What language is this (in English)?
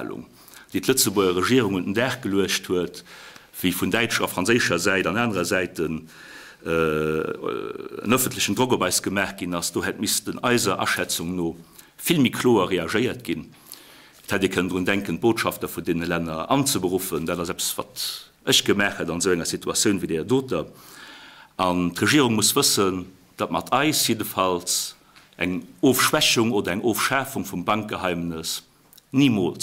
Luxembourgish